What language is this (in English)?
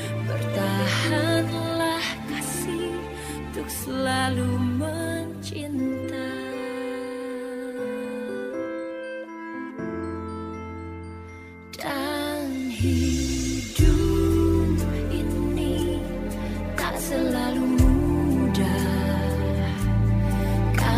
Indonesian